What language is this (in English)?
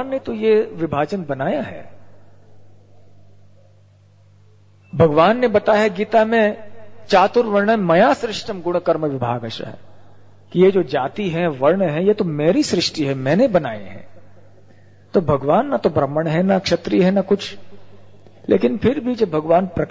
Hindi